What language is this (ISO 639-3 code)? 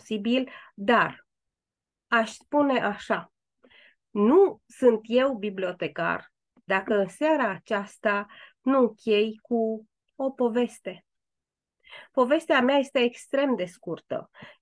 ron